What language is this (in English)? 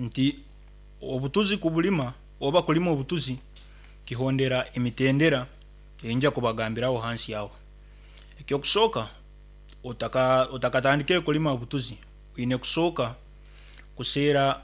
Nyankole